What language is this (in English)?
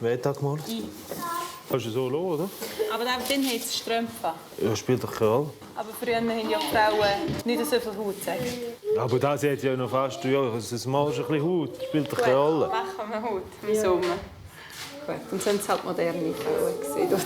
Swiss German